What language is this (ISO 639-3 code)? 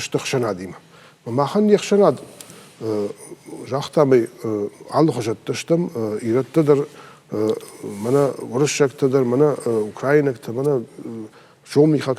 oss